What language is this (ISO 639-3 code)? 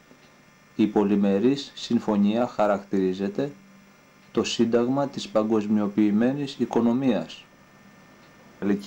ell